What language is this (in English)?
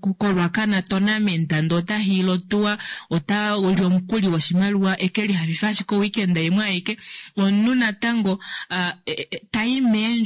Kuanyama